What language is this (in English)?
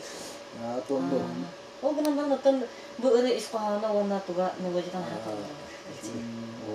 Yakut